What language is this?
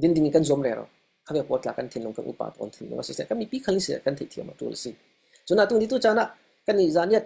Falam Chin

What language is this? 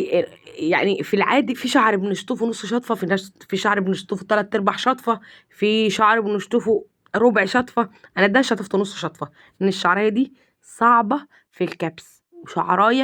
Egyptian Arabic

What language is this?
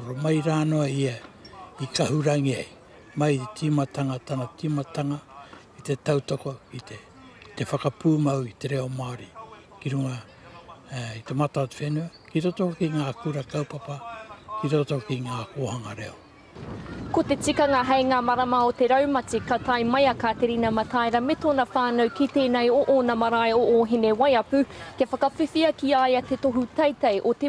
Māori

